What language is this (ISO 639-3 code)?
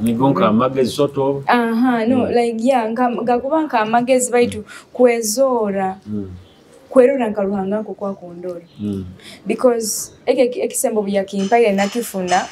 nyo